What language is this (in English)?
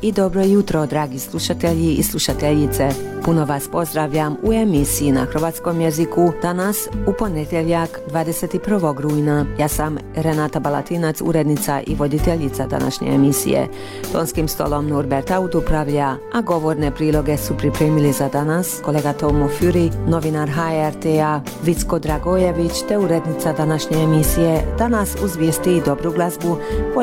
Croatian